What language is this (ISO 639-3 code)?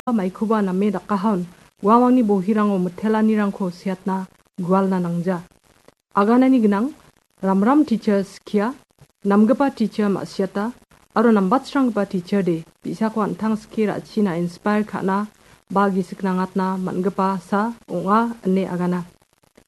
grt